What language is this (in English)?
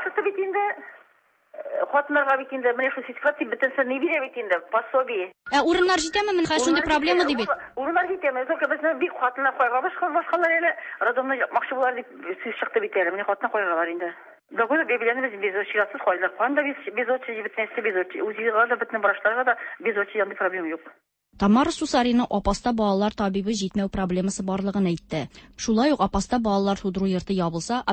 Tatar